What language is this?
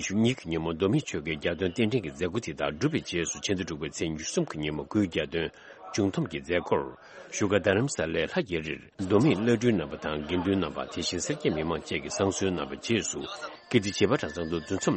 Tibetan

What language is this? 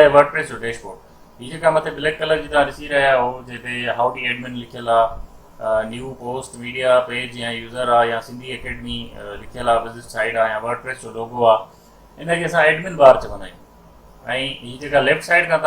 Sindhi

